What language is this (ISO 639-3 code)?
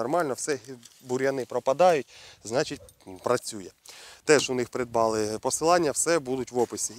ukr